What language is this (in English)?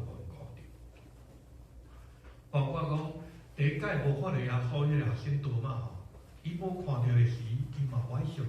Min Nan Chinese